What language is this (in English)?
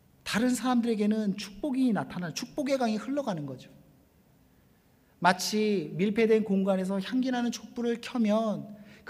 Korean